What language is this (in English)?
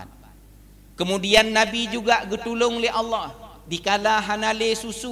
Achinese